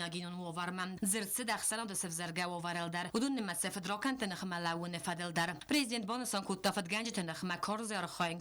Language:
Ossetic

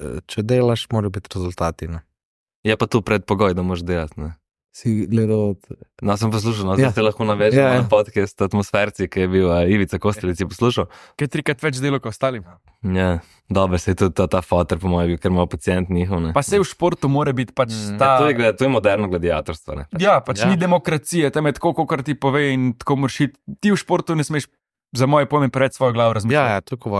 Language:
Slovenian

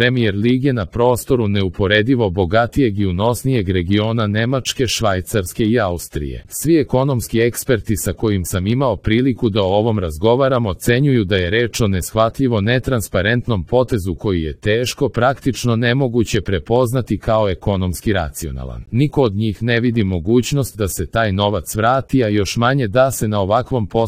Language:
Serbian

